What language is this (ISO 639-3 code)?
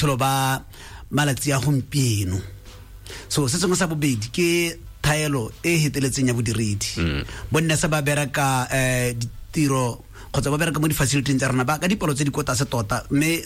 tsn